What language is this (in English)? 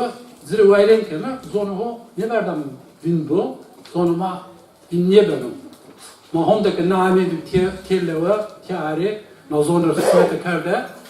Zaza